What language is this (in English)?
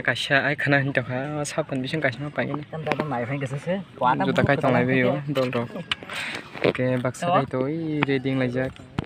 Kok Borok